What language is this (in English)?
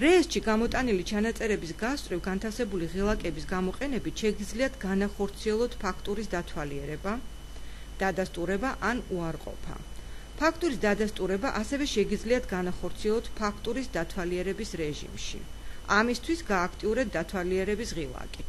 Georgian